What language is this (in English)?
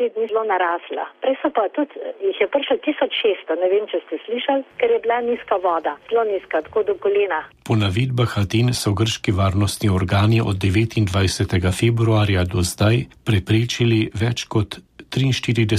Slovenian